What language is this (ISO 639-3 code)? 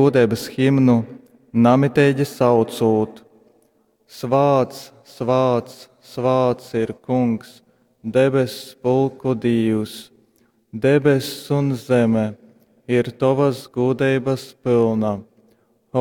ltg